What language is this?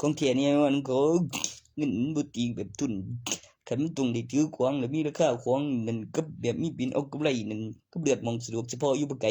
Northeastern Thai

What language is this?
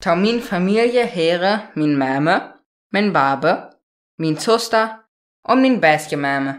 Saterland Frisian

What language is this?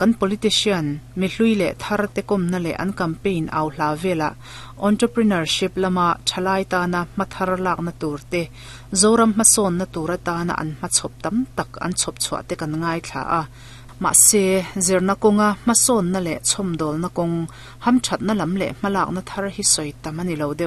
Mizo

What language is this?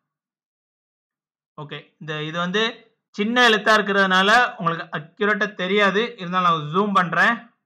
Tamil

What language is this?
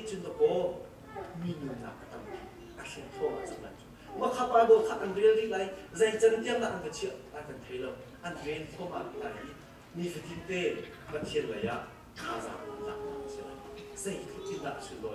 Hakha Chin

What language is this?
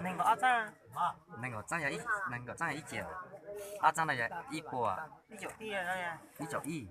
Hmong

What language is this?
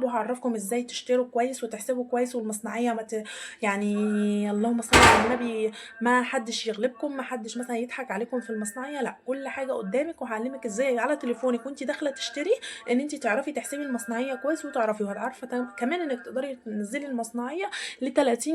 Egyptian Arabic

